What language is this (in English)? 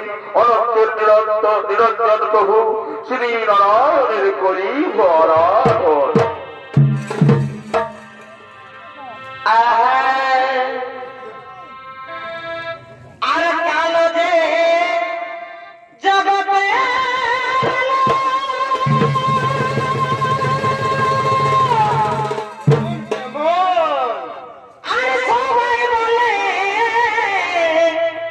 Bangla